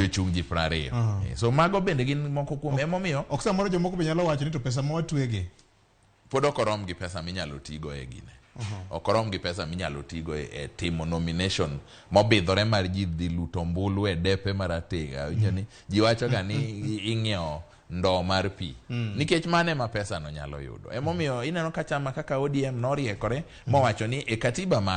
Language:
Luo (Kenya and Tanzania)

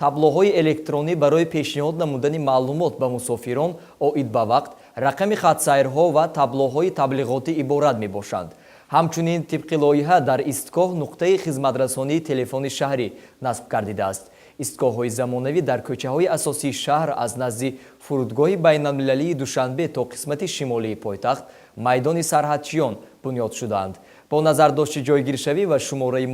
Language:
Tajik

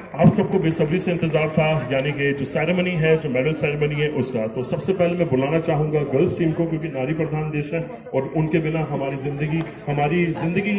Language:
Hindi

